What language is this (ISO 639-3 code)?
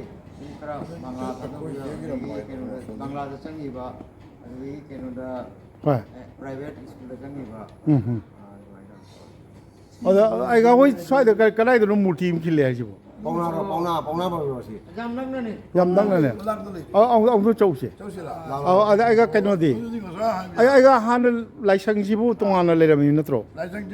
mni